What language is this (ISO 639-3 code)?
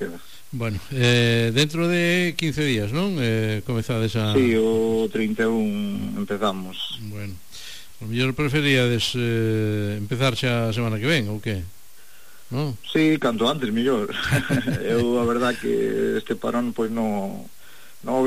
glg